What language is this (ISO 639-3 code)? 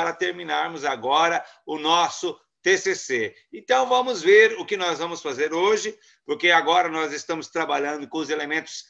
por